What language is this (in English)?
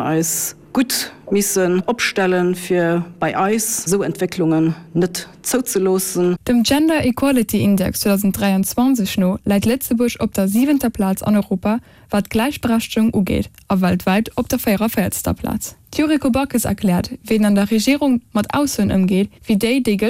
Luxembourgish